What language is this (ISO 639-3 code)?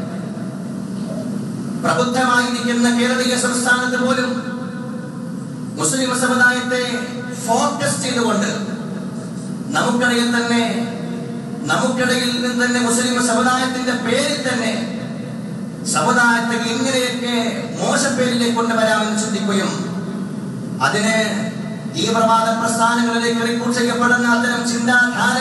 mal